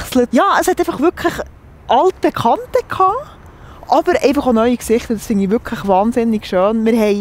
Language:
Swiss German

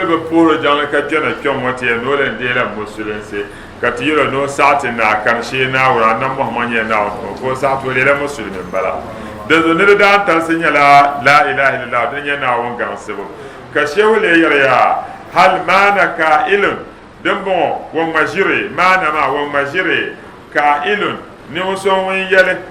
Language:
Dagbani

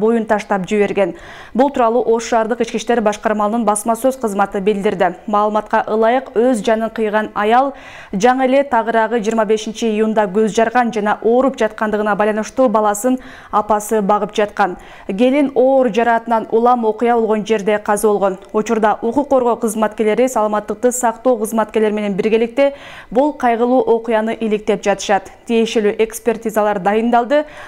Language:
Kyrgyz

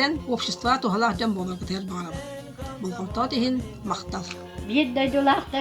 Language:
Yakut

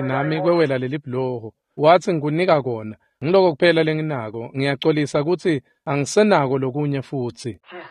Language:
Swati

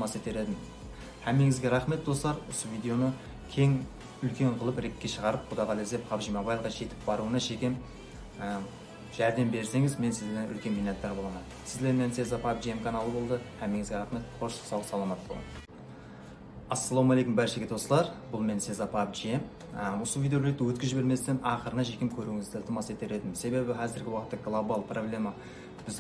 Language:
Kara-Kalpak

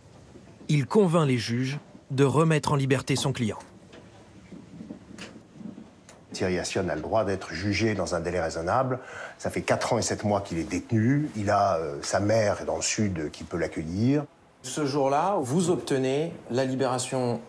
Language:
French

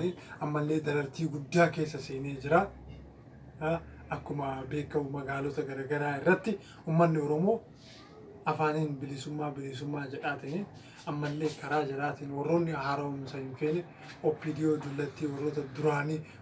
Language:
Oromo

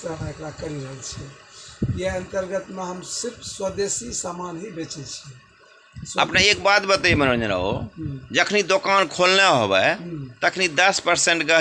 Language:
Angika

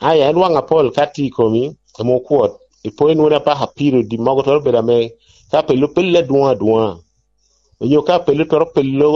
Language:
Lango (Uganda)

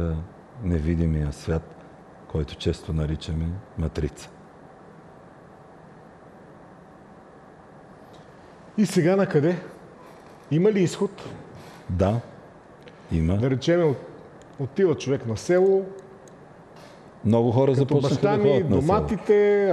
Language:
Bulgarian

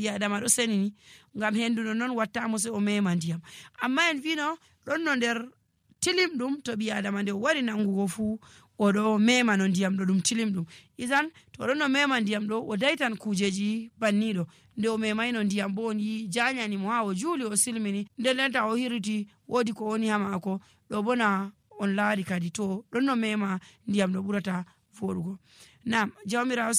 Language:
Nigerian Fulfulde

